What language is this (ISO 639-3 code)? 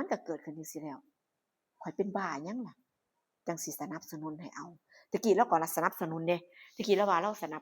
tts